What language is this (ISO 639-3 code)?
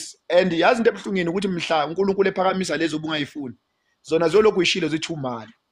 zul